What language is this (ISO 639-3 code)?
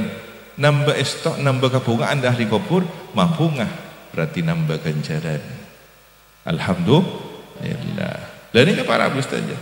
mad